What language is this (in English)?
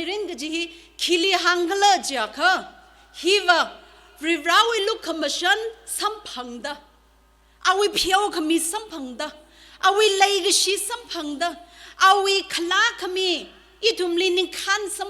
Tangkhul Naga (India)